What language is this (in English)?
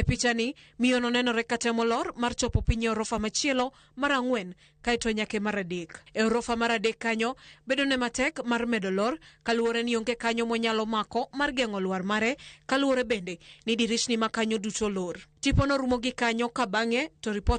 Luo (Kenya and Tanzania)